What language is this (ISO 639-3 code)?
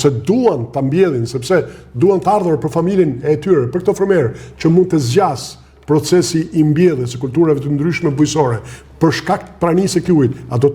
sqi